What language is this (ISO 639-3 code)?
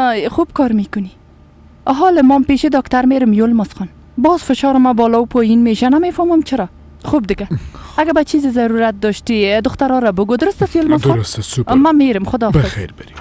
fas